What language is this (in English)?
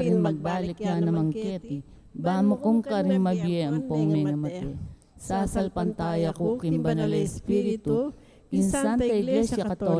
Pampanga